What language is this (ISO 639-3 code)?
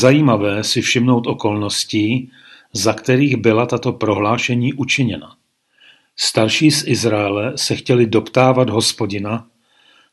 ces